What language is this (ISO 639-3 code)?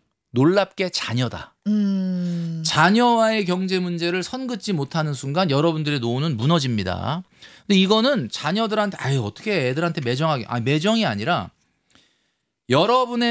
kor